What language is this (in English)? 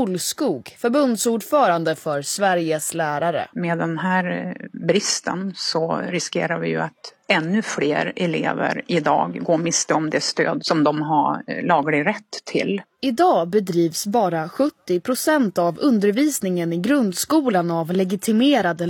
Swedish